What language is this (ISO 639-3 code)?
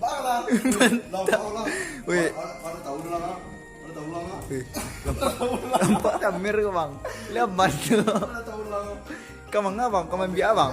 min